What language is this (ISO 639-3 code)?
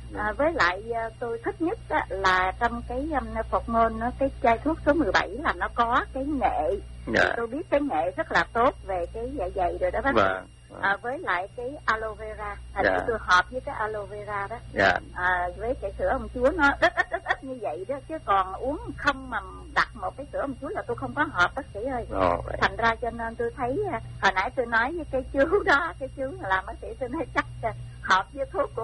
vie